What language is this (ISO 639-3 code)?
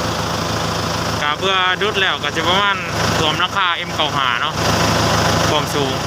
lao